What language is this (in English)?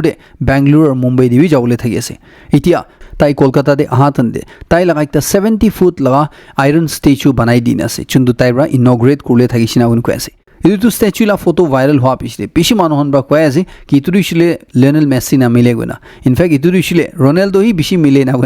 Naga Pidgin